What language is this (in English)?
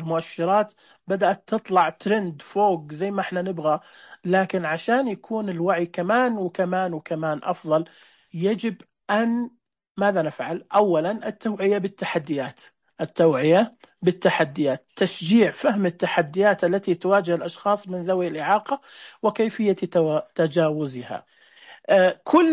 Najdi Arabic